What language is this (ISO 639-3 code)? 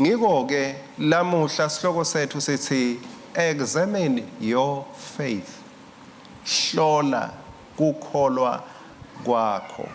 ssw